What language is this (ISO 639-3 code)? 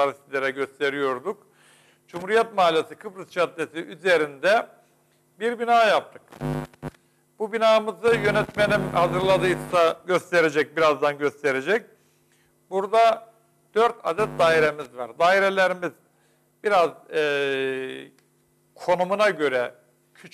tur